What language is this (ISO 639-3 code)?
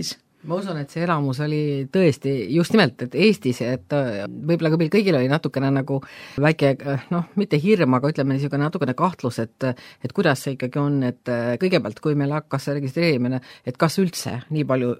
est